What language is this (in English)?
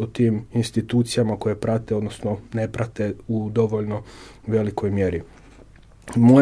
Croatian